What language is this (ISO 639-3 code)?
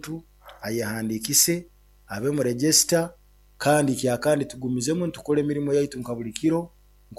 nyo